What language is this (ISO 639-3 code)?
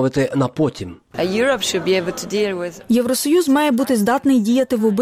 ukr